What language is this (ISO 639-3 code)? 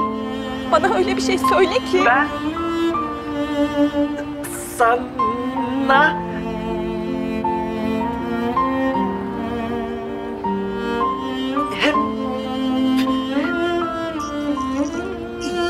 tur